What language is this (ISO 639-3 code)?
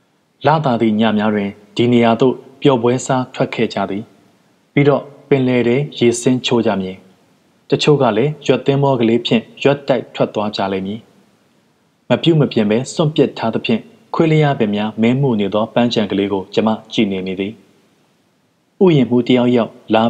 mya